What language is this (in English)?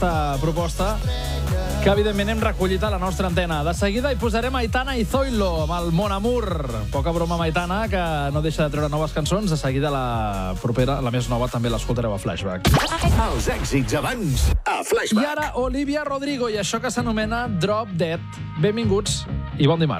Catalan